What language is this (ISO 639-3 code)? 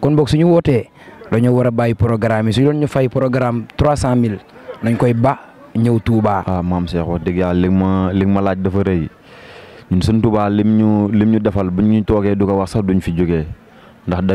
wol